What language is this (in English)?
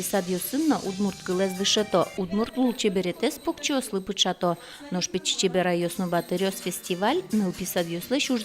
Udmurt